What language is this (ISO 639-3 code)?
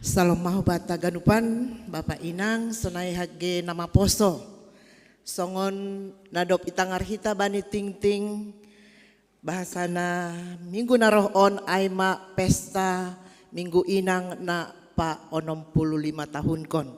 bts